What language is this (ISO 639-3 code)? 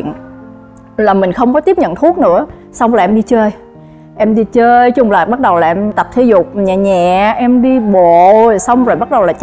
vie